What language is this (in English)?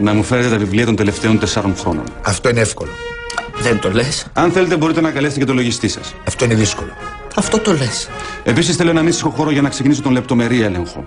Greek